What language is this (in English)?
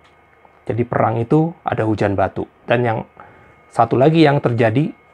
Indonesian